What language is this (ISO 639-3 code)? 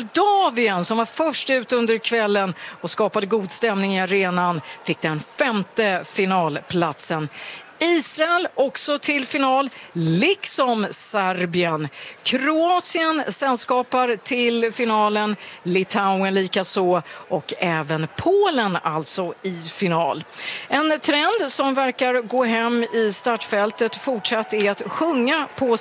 swe